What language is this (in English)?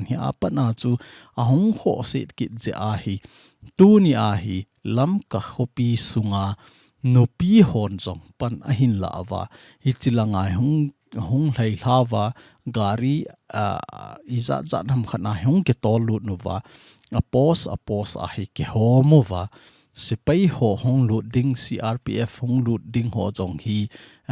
Thado Chin